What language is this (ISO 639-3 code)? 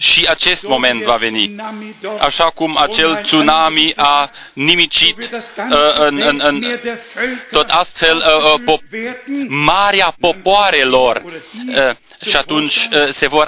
ron